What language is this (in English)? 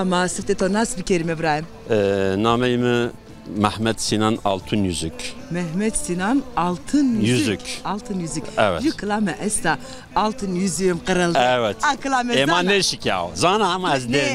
Zaza